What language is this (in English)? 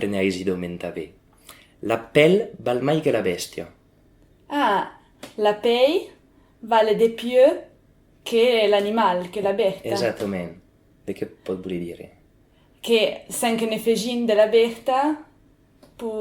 Occitan